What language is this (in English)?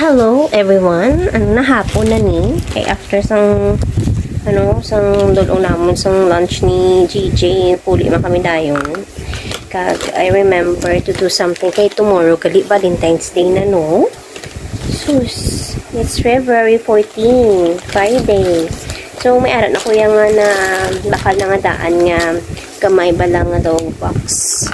Hiligaynon